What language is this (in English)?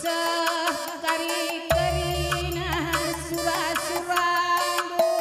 Batak Karo